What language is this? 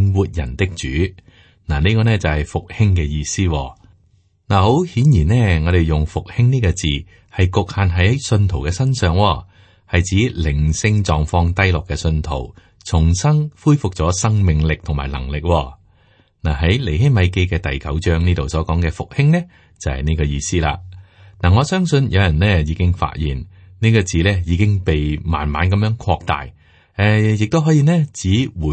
Cantonese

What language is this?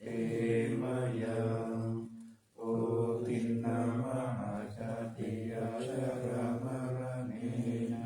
Pali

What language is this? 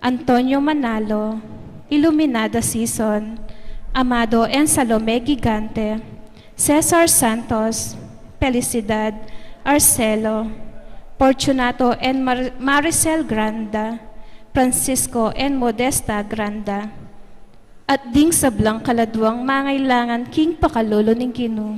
Pampanga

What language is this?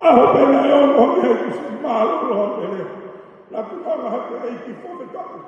Tongan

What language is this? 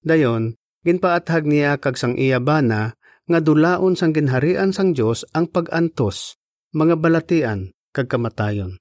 Hiligaynon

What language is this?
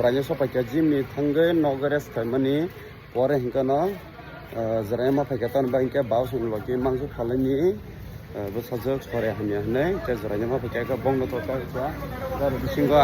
Kok Borok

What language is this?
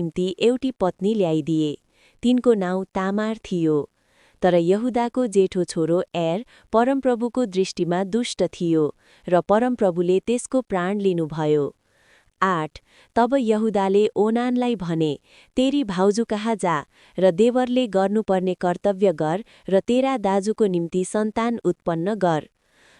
Nepali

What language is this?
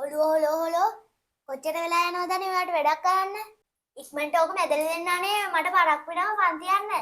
Sinhala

